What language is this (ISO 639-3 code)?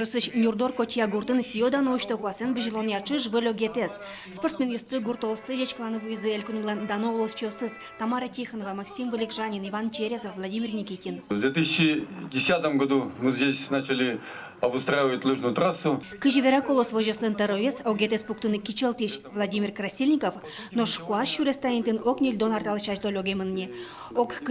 udm